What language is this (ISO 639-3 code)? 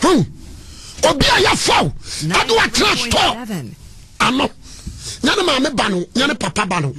aka